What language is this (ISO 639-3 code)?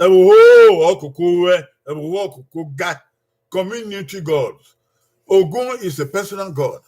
bin